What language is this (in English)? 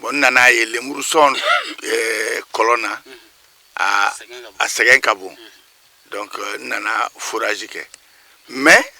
Bambara